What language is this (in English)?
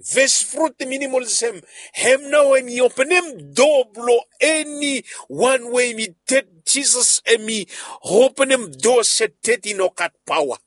Bislama